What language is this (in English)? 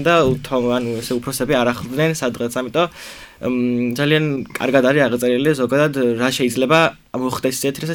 Georgian